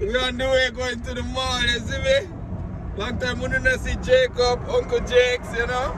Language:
Jamaican Creole English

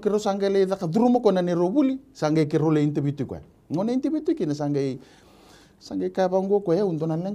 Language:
Fijian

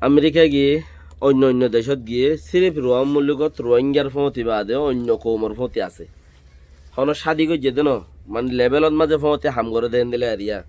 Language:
Rohingya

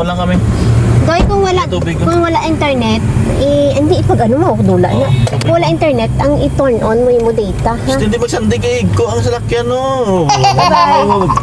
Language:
Hiligaynon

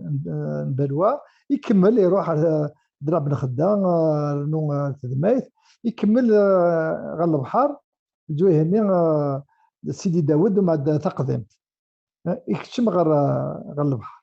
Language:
Kabyle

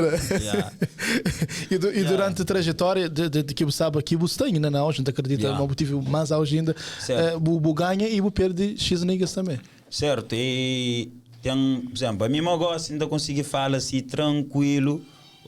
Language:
Kabuverdianu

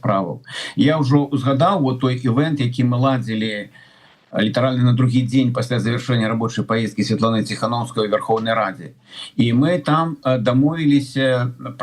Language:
Belarusian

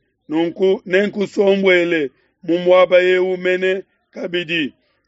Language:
Luba-Lulua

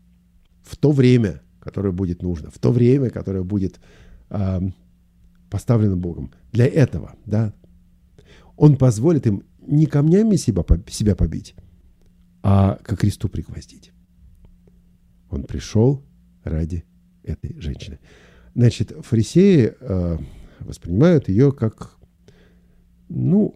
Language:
Russian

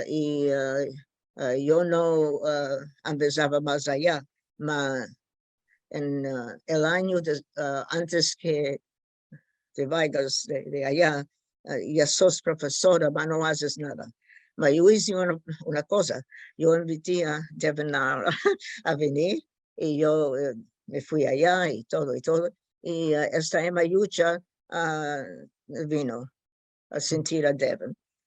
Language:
Ladino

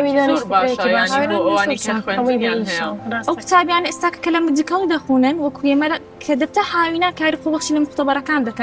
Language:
Central Kurdish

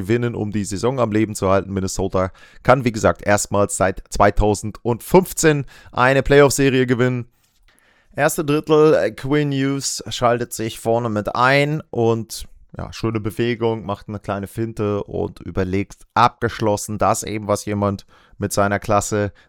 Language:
German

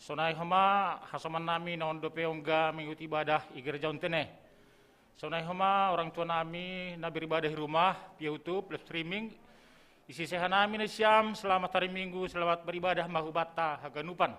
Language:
Batak Simalungun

